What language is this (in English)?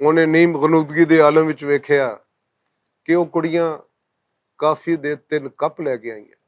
Western Panjabi